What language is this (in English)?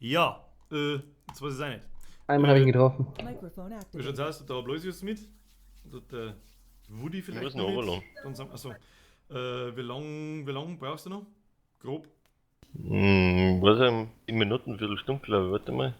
Bavarian